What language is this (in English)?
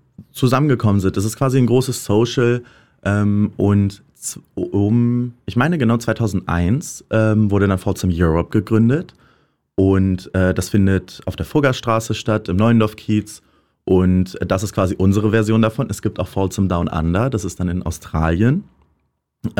German